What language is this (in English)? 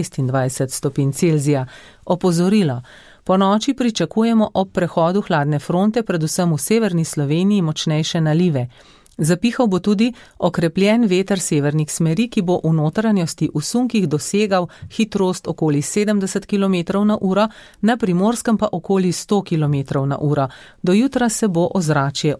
Slovenian